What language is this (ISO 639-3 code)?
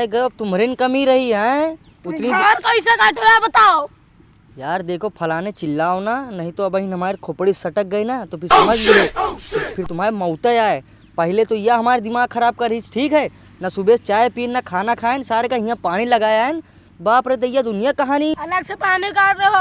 awa